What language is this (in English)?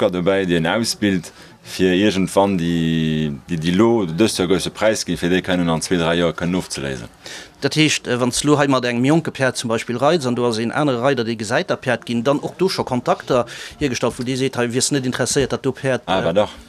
Luxembourgish